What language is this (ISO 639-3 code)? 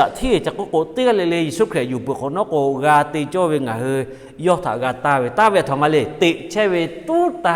lhu